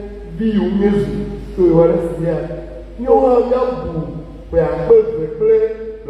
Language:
Ewe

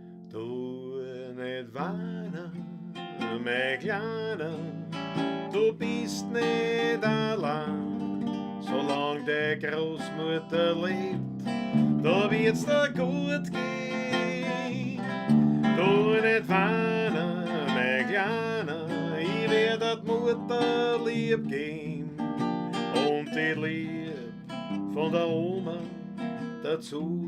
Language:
Bavarian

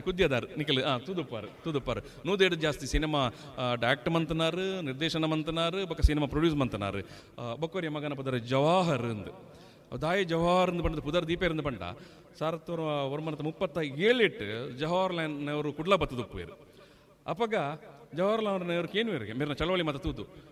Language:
Tulu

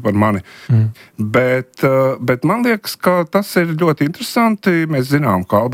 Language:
Latvian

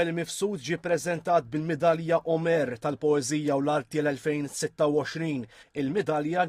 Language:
Maltese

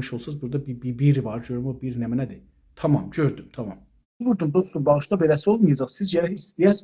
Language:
South Azerbaijani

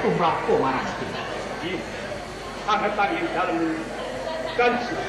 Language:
Javanese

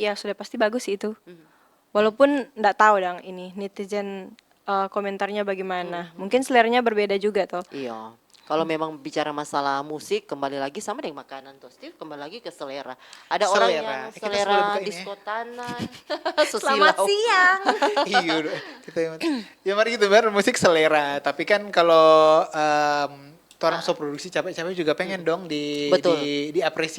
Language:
Manado Malay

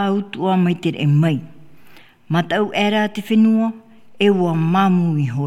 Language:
Tahitian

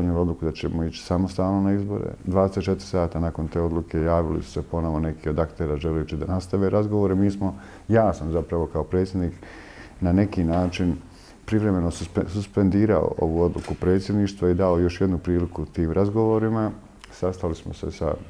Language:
Bosnian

